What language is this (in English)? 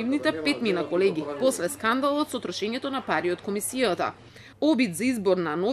Macedonian